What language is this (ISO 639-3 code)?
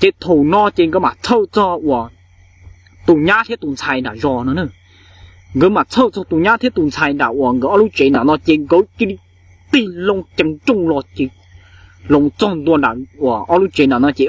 hmn